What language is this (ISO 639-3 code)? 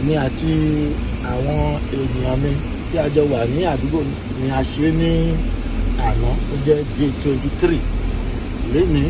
yor